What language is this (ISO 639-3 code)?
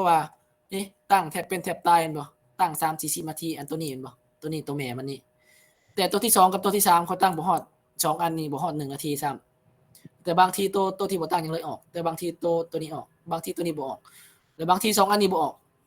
lao